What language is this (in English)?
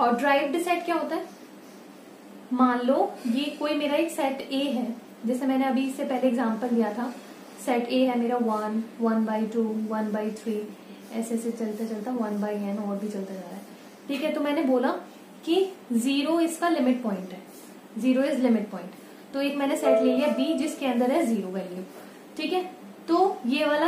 Hindi